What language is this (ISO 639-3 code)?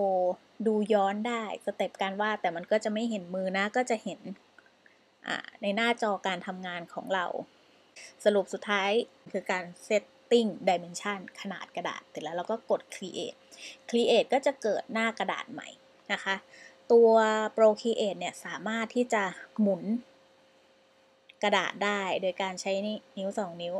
tha